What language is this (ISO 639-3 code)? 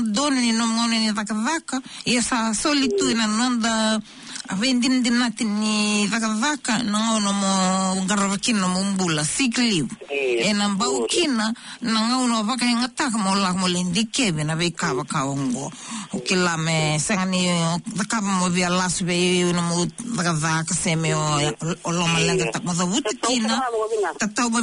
fij